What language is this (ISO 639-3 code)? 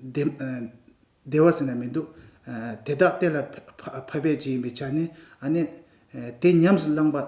bod